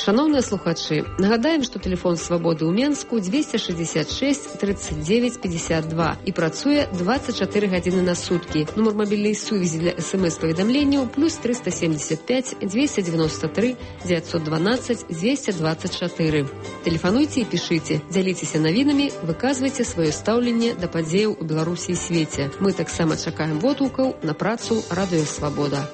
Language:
Belarusian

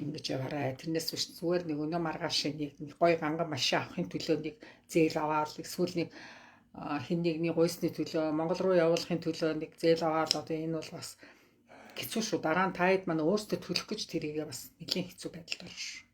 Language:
Mongolian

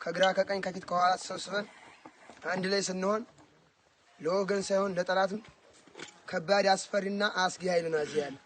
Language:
Amharic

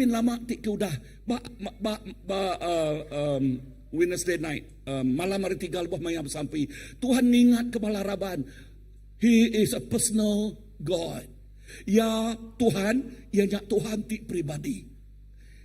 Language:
Iban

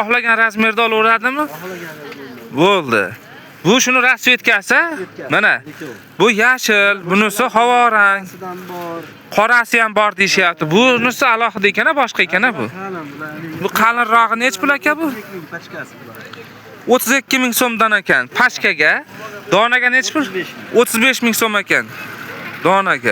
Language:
Uzbek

